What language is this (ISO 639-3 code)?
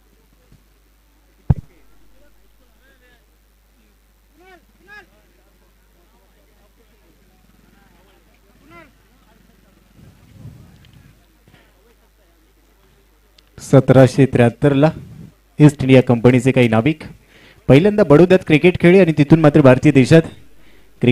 mar